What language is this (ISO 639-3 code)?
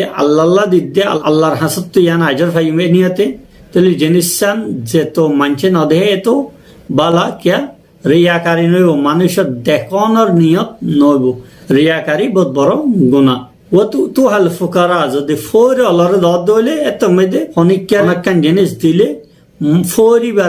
rhg